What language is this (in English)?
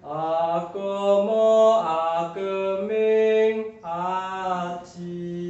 Javanese